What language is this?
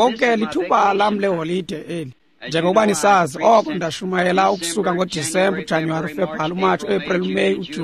Xhosa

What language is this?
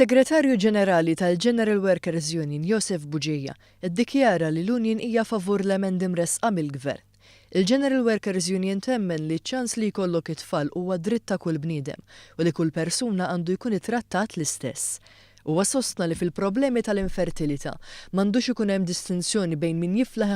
Maltese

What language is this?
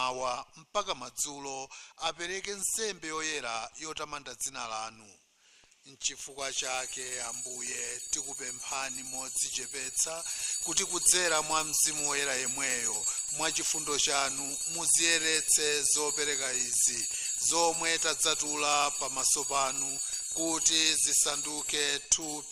Nyanja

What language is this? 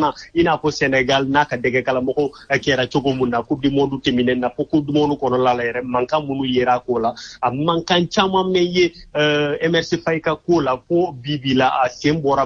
Bambara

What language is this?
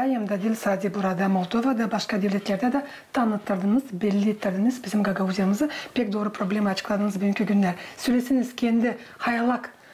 Gagauz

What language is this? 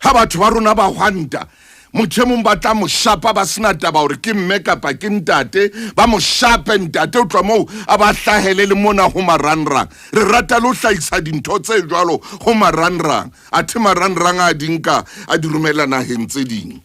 Southern Sotho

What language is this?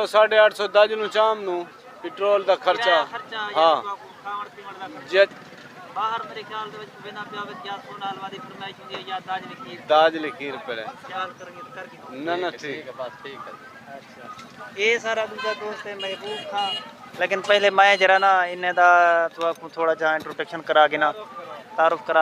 Saraiki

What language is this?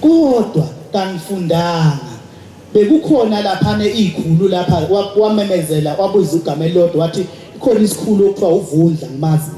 Zulu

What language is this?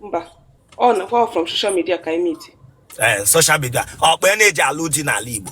Igbo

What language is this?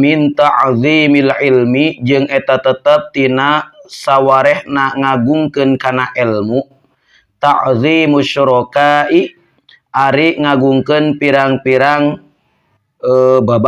Sundanese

